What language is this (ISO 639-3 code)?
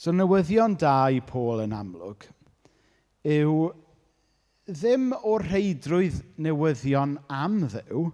cym